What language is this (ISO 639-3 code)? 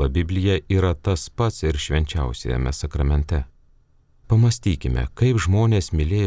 lit